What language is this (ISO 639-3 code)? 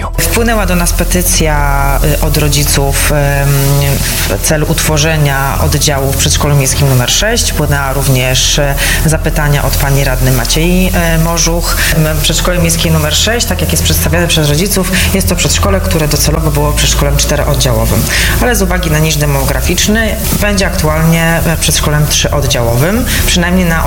pol